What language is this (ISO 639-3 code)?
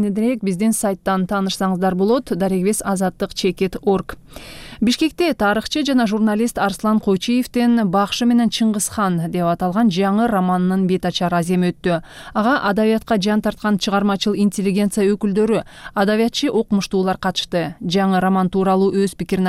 kir